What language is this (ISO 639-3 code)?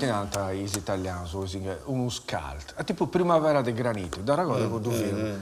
srd